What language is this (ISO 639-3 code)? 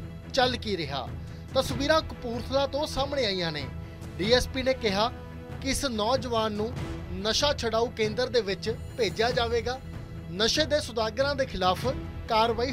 pan